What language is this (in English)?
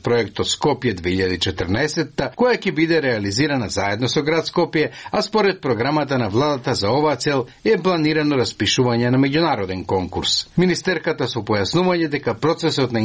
Macedonian